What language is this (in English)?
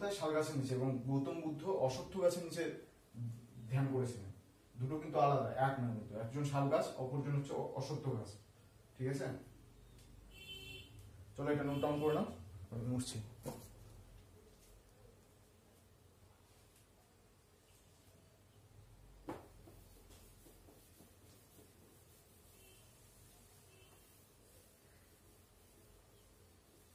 Bangla